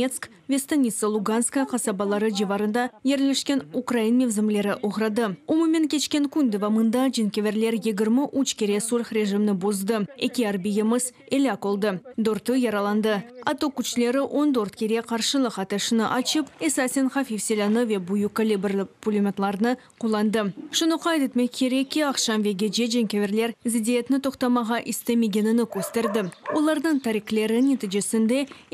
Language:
Crimean Tatar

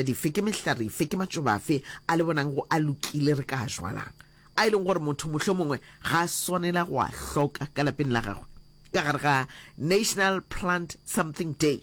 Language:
Northern Sotho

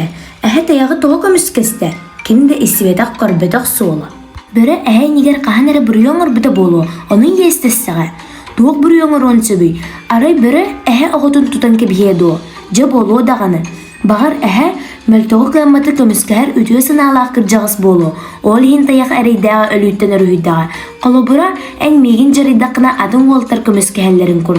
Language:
Yakut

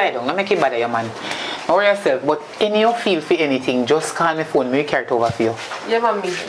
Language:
Jamaican Creole English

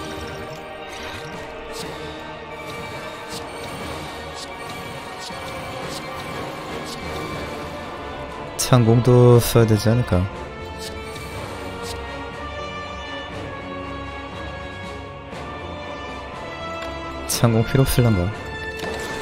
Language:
Korean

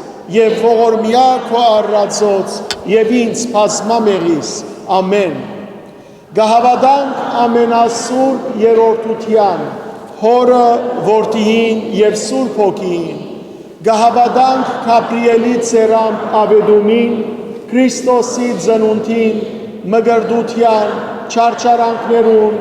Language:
Western Armenian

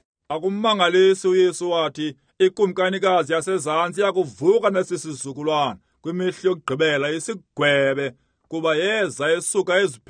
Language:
Xhosa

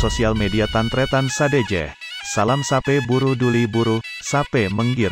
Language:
Madurese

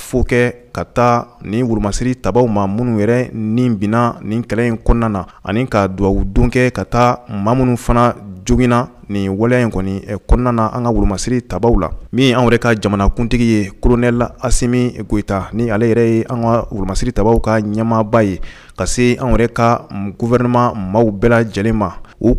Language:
Bambara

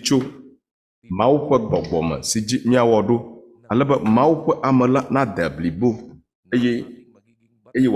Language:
Ewe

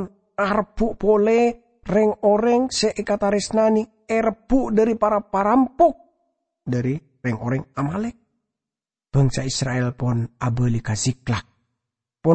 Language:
Madurese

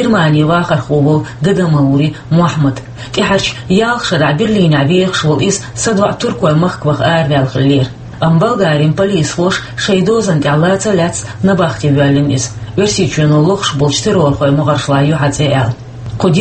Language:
Chechen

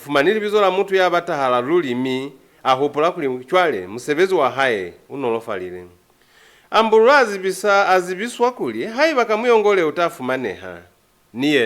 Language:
Lozi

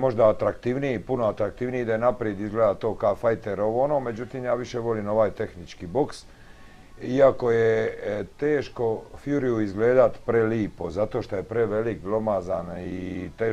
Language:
Croatian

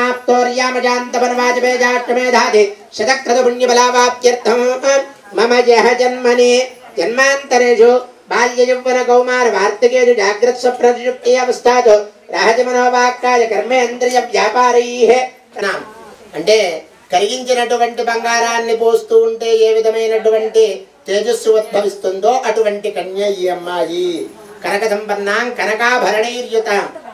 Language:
Telugu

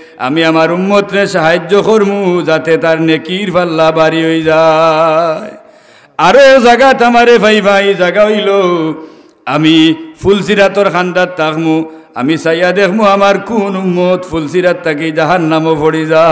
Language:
Sylheti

